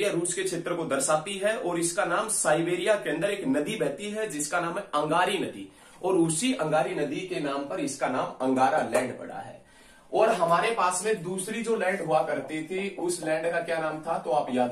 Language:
Hindi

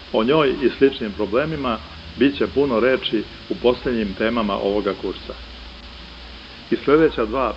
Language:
Serbian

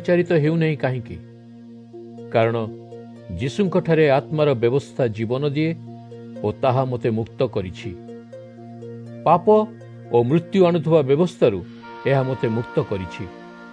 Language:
Odia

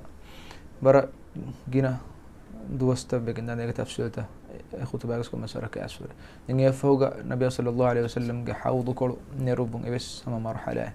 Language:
Divehi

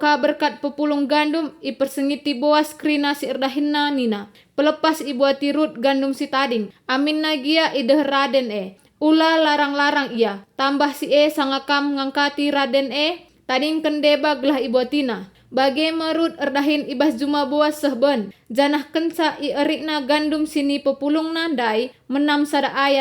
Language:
Batak Karo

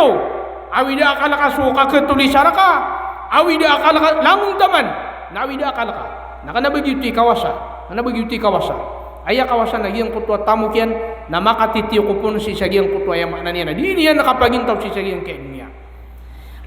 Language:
Maranao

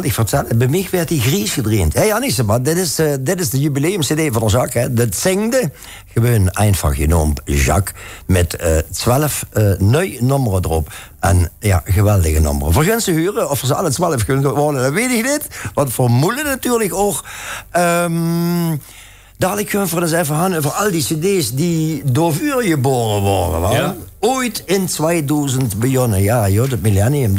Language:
Limburgish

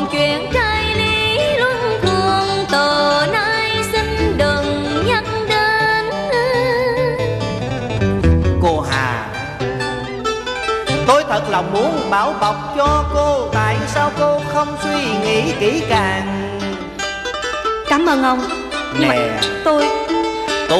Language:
Vietnamese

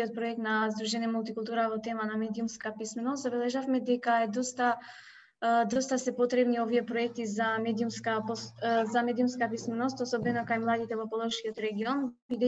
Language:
Macedonian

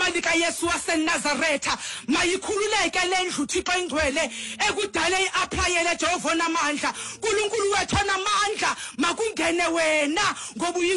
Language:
Xhosa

